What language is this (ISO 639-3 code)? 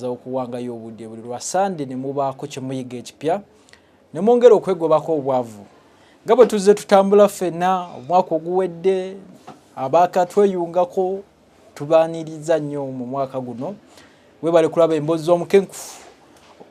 lug